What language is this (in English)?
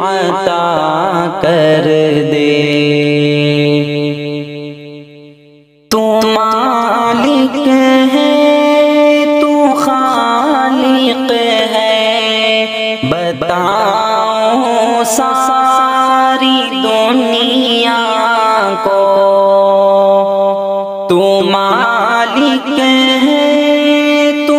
Urdu